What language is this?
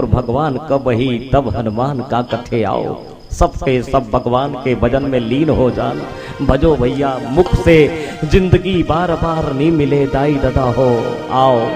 Chhattisgarhi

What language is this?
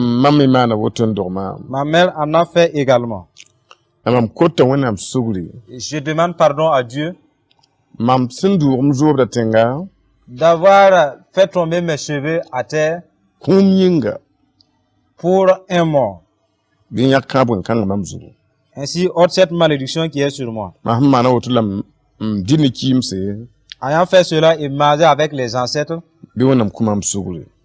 Mossi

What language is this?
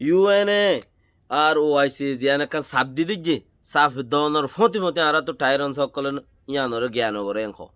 Rohingya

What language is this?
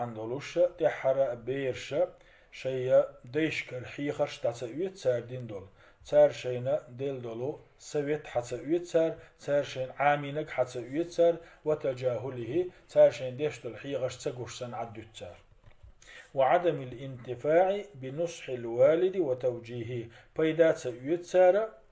Chechen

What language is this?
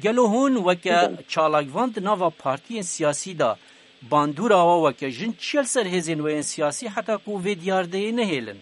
Kurdish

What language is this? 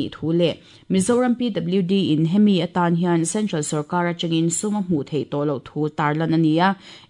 Mizo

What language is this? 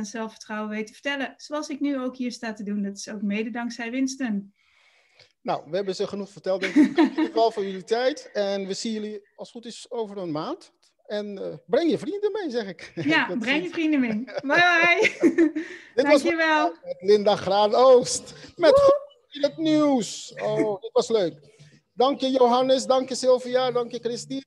Dutch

